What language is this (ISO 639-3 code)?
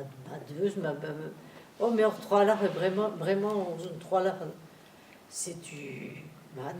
bre